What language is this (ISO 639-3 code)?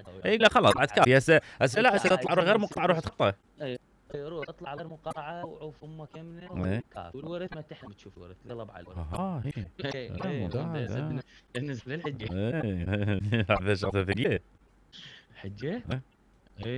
acm